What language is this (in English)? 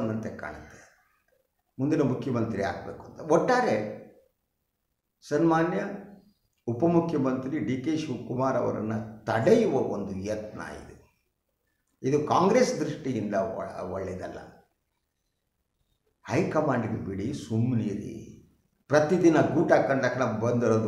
Kannada